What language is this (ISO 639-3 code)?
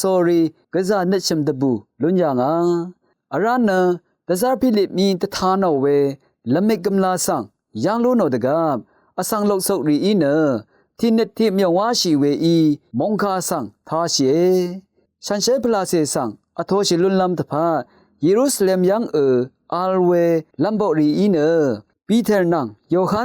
raw